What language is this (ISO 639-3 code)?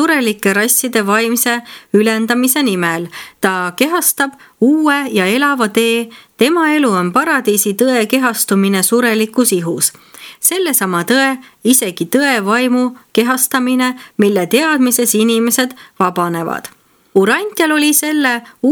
est